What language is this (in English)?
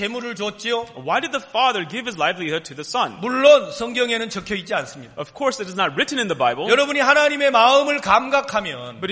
Korean